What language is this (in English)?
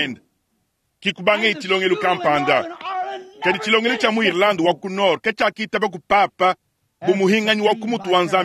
Luba-Lulua